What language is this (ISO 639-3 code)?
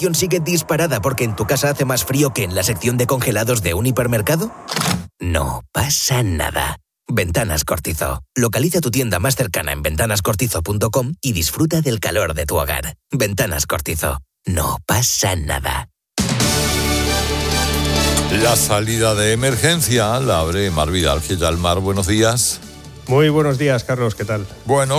spa